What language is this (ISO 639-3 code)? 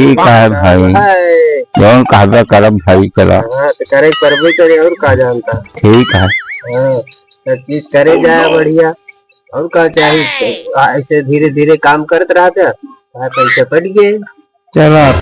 awa